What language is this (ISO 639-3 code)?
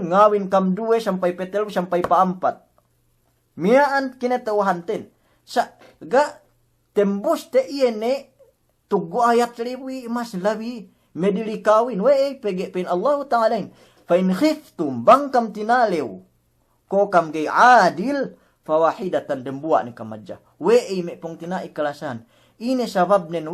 yka